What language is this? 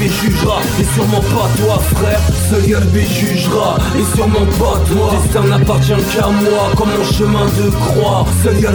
French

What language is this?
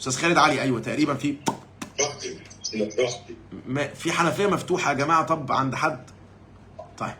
Egyptian Arabic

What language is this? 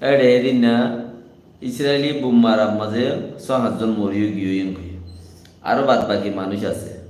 Rohingya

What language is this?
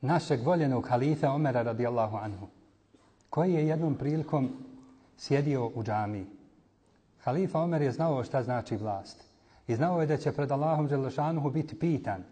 Bosnian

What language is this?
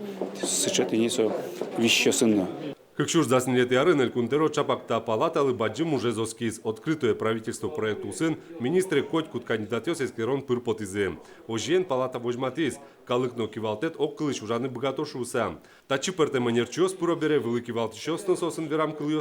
Udmurt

